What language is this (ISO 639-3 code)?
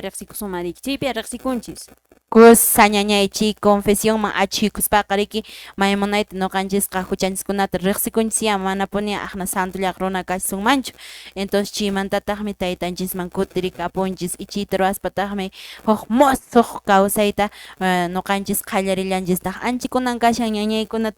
que